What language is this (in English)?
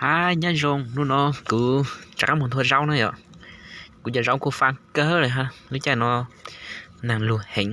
Hmong